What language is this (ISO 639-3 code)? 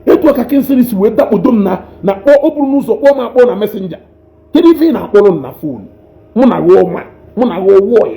ibo